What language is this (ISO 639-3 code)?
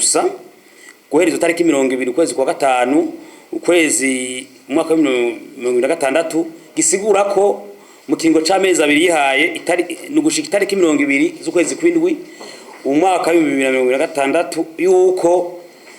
run